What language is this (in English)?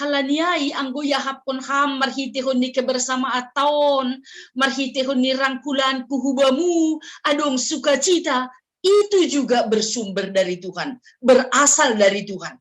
Batak Simalungun